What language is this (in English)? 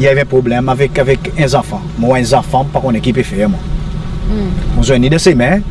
Seselwa Creole French